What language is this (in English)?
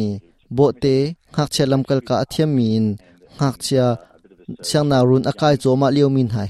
Hakha Chin